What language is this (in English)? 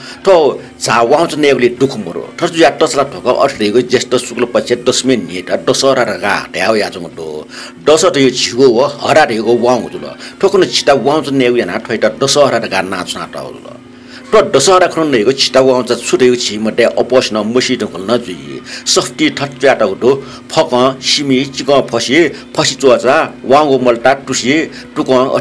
Newari